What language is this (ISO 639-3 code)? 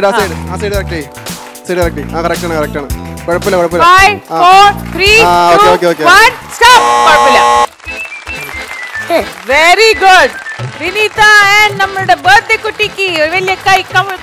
mal